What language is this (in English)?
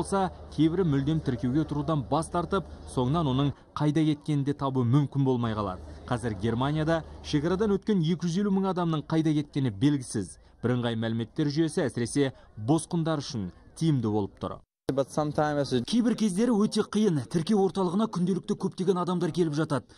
Kazakh